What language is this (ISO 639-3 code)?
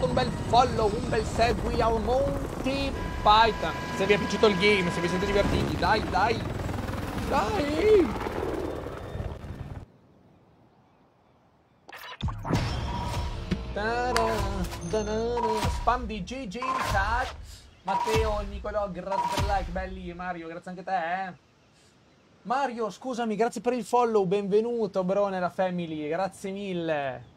ita